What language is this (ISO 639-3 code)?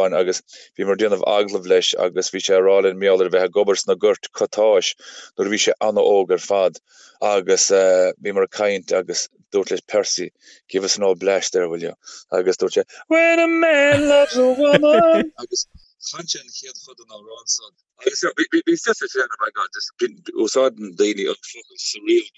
gle